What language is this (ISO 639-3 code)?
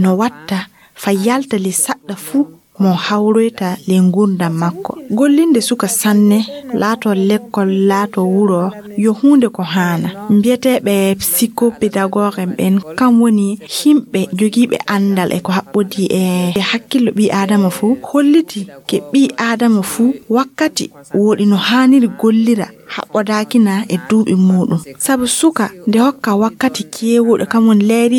ful